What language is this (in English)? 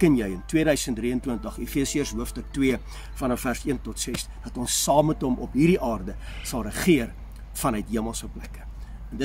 Afrikaans